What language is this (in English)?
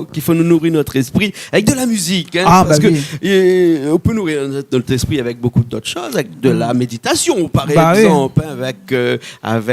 Réunion Creole French